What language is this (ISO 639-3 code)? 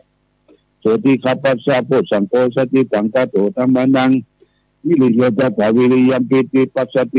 pli